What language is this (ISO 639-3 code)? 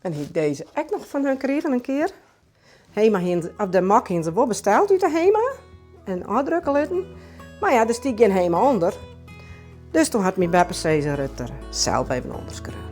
fry